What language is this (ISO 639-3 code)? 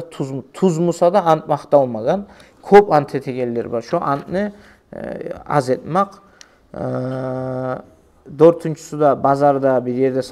kum